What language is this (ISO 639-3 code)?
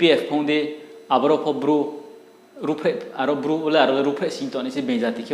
ria